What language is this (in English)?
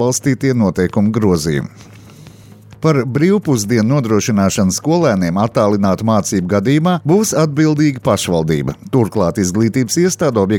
Latvian